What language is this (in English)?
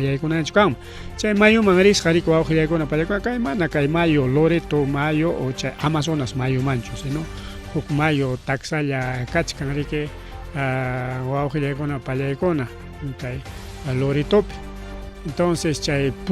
Ayacucho Quechua